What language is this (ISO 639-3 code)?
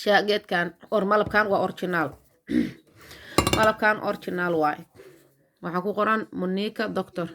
som